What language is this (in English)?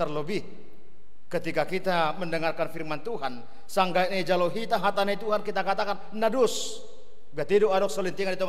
Batak Simalungun